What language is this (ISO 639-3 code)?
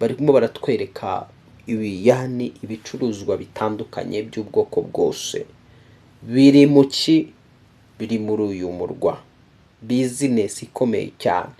kin